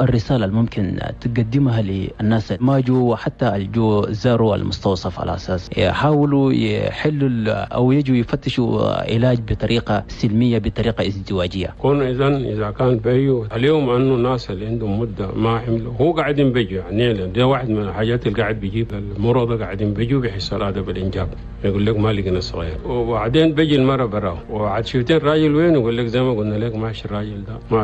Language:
Chadian Arabic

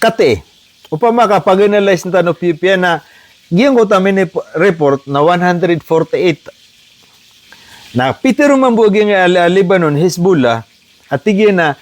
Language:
Maranao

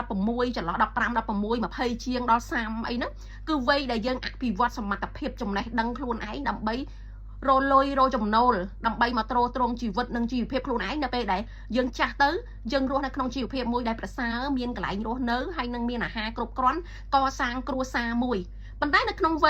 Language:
Khmer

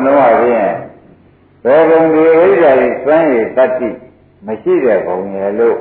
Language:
Burmese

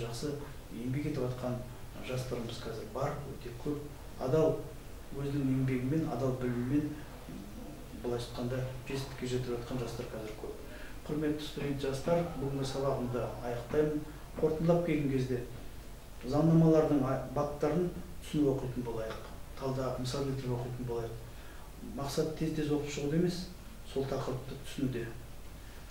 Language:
Kazakh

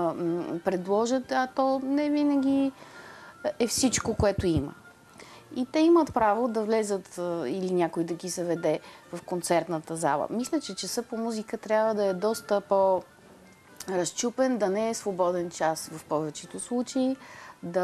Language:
Bulgarian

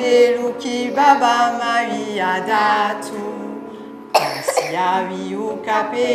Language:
Corsican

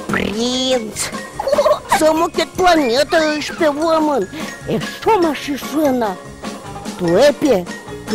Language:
Udmurt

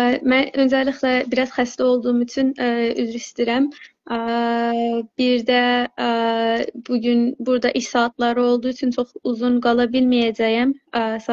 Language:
South Azerbaijani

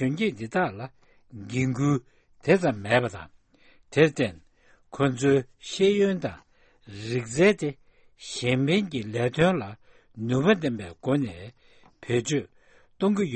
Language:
Tibetan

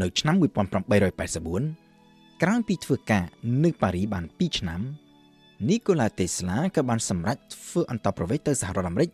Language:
Khmer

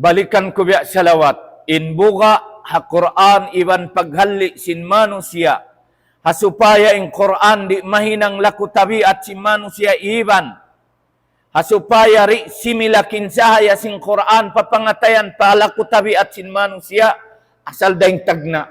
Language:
Tausug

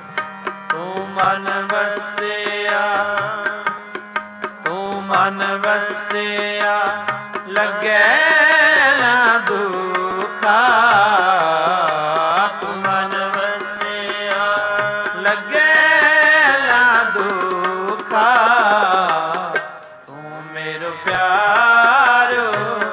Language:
Punjabi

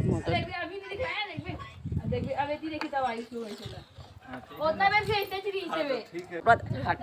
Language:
Chhattisgarhi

